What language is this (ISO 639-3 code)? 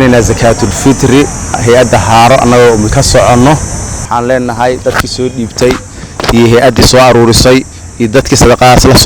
som